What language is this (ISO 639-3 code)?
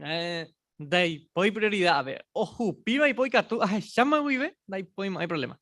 grn